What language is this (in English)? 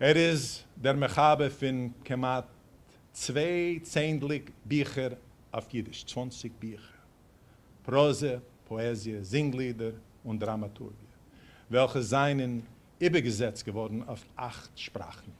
Yiddish